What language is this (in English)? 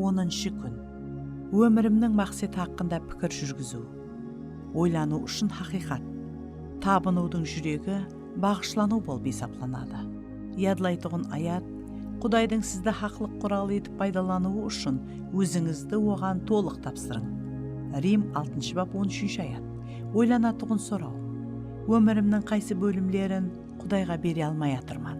Kara-Kalpak